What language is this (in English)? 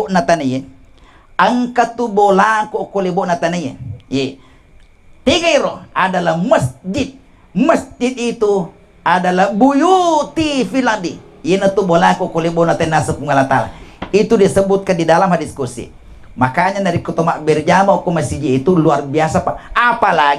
Buginese